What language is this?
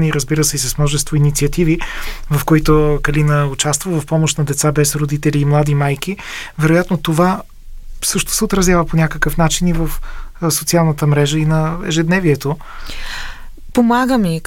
Bulgarian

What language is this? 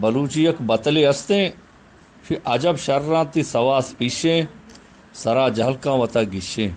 Eastern Balochi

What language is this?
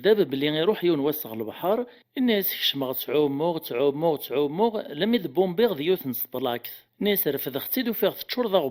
Kabyle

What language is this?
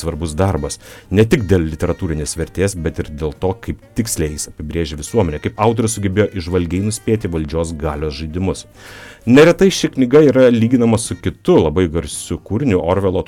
Lithuanian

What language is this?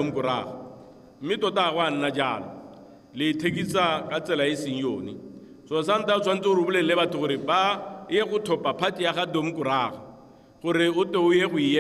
Tswana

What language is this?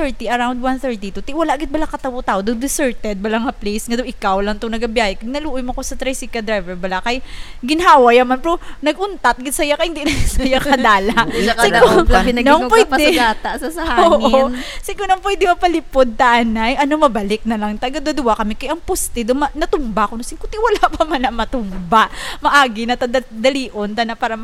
Hiligaynon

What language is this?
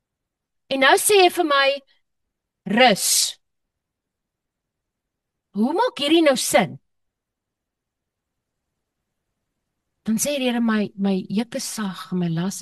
Afrikaans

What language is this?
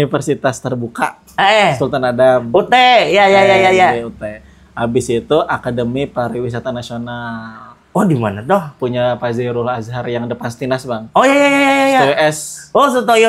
Banjar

